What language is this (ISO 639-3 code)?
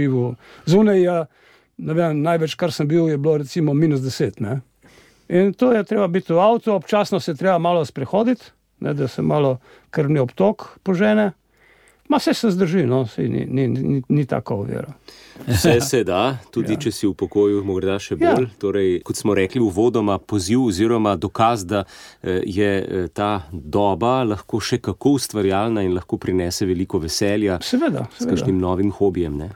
slv